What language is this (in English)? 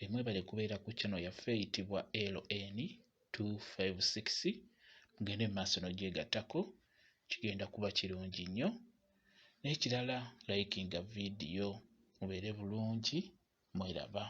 Ganda